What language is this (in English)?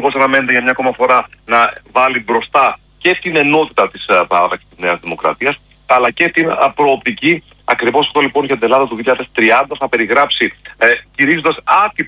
Greek